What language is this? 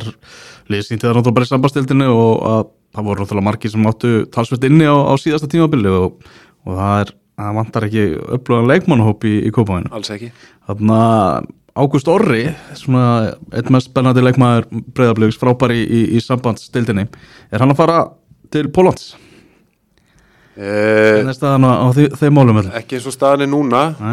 Icelandic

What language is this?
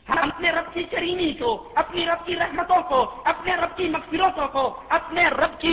Urdu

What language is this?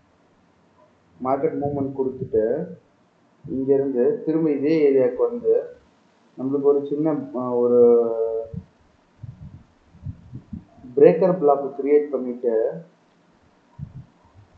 Tamil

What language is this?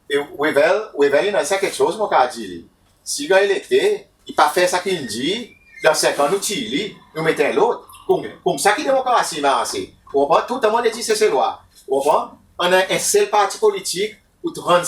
Seselwa Creole French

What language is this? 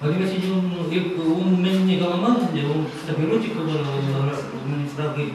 Chuvash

